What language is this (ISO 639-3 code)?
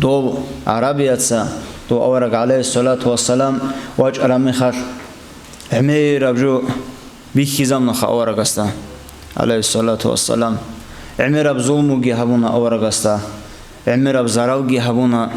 ava